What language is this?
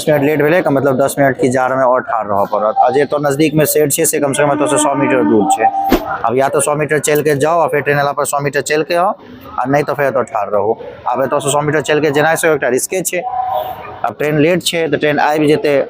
Maithili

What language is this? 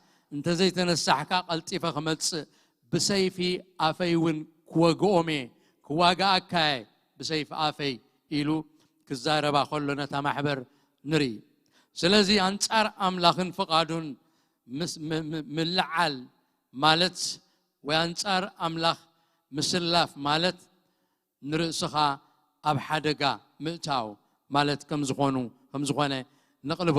Tigrinya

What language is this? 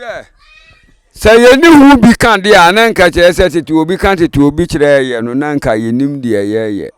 Akan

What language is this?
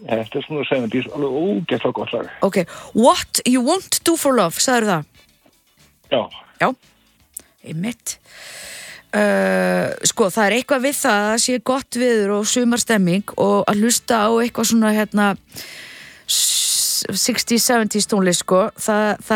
Icelandic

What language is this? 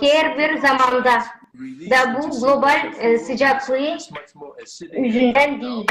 Gagauz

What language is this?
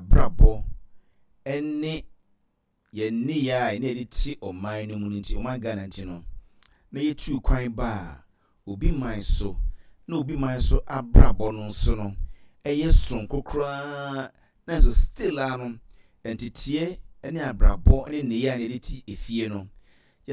Akan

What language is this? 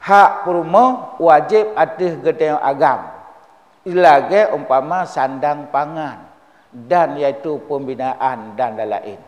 Achinese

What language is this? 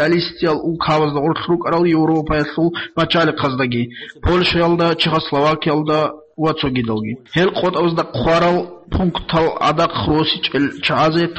Avaric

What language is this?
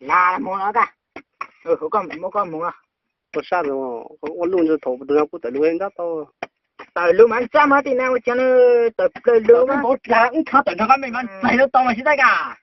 Hmong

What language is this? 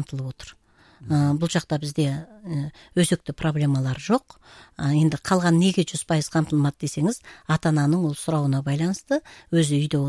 Kazakh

